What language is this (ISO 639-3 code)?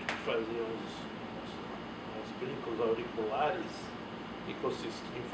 por